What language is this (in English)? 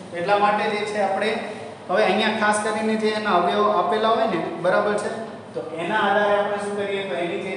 Gujarati